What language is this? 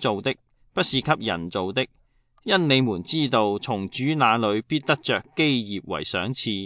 Cantonese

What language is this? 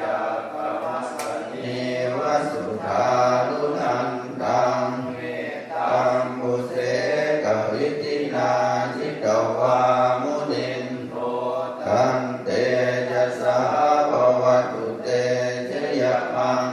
Pali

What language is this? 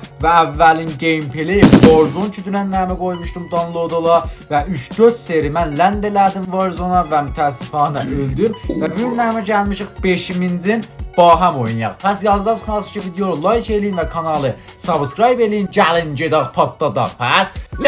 South Azerbaijani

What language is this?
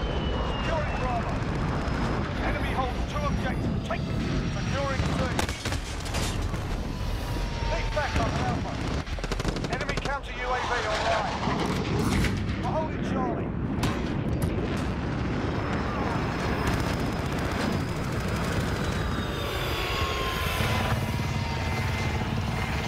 English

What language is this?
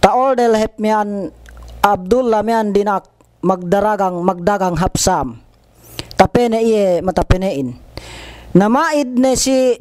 Yakan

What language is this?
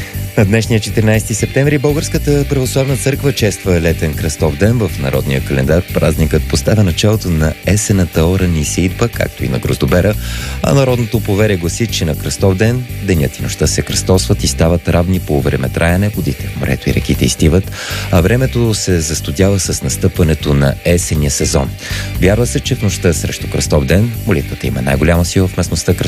Bulgarian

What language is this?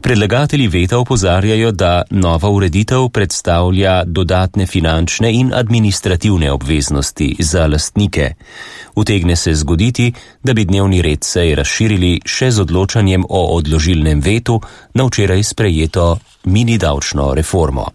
Slovenian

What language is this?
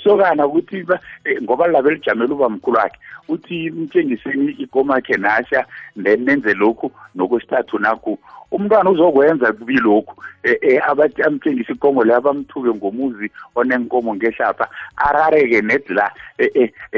South Ndebele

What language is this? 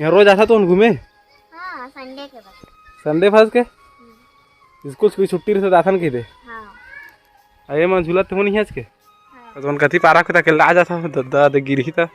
Chhattisgarhi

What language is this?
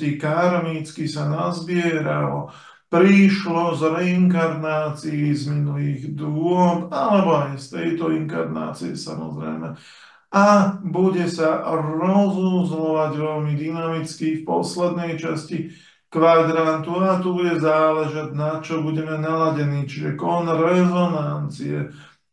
Slovak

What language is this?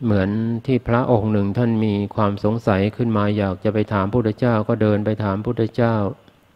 Thai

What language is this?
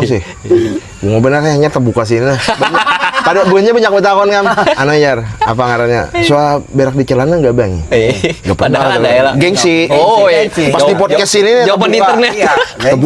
Banjar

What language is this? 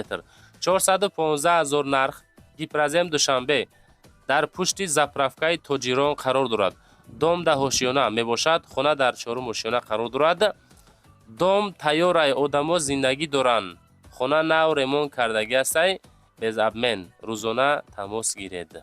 Tajik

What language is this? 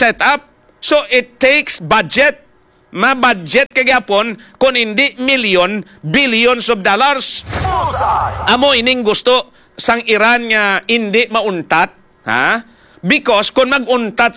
Hiligaynon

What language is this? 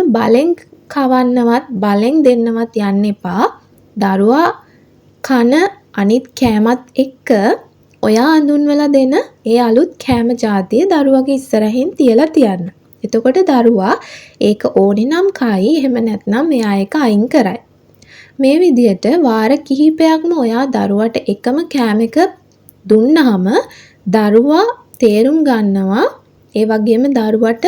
Sinhala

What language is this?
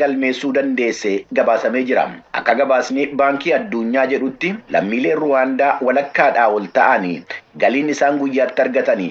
Oromo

